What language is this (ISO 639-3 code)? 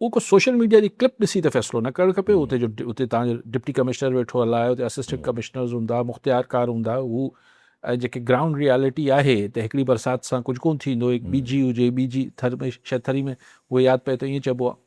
snd